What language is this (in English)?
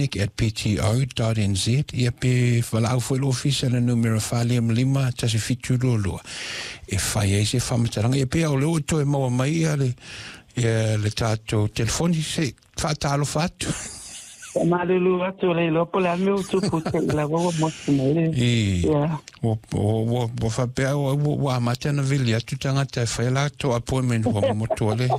Samoan